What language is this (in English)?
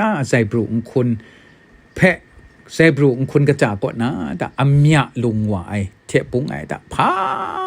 Kachin